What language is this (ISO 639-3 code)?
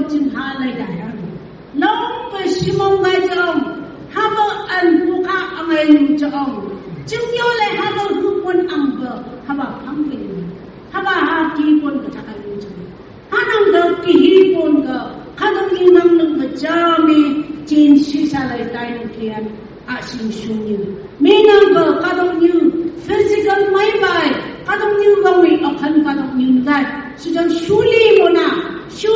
nph